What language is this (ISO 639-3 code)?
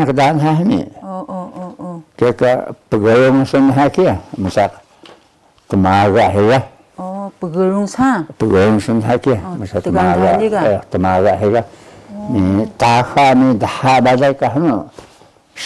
trv